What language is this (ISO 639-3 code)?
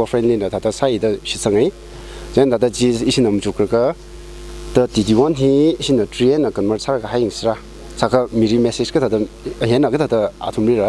nmf